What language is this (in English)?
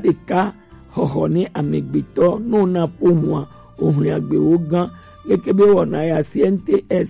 Gen